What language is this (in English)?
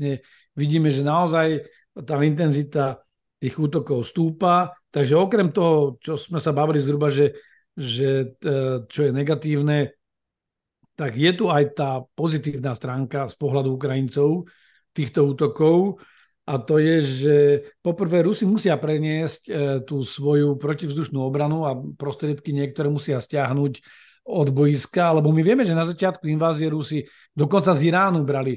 Slovak